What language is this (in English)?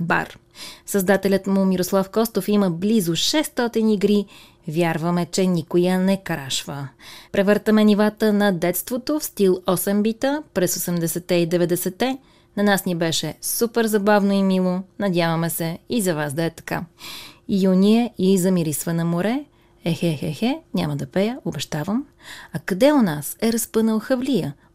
Bulgarian